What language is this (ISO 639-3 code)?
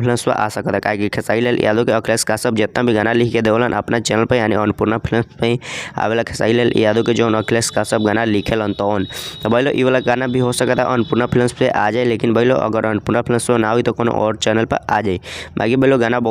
bho